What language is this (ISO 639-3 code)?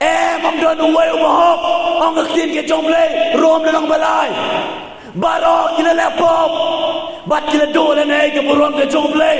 kha